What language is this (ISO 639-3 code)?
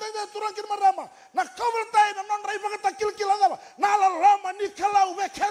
fij